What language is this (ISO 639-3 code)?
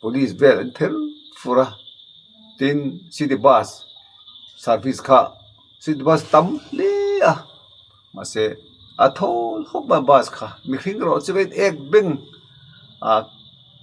lus